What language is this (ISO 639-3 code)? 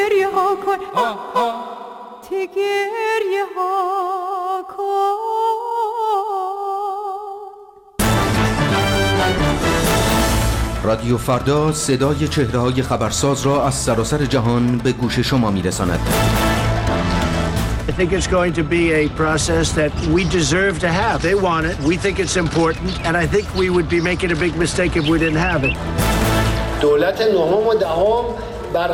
fas